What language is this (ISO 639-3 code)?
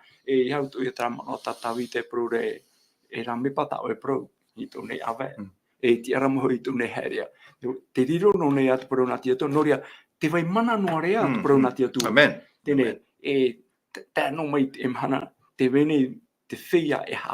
tah